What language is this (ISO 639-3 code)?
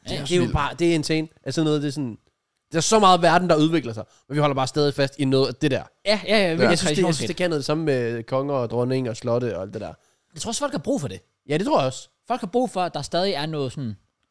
dan